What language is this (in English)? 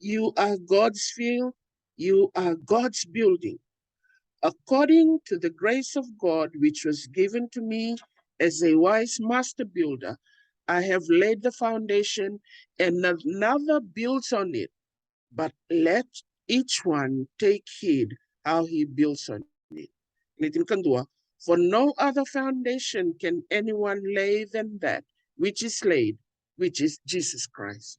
Fijian